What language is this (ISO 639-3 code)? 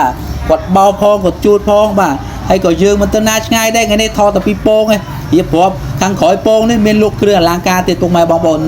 khm